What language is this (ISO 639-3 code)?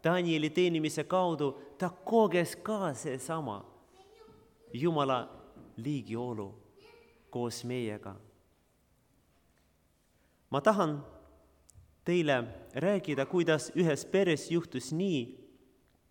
est